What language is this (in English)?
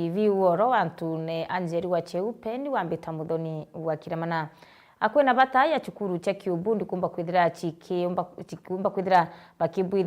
Meru